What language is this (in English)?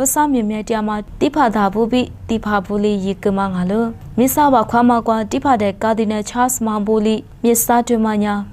Lisu